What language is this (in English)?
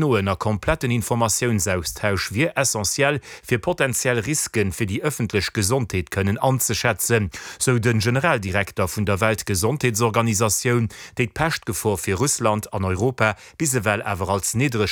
Luxembourgish